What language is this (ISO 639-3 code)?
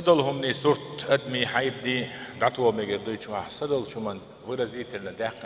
che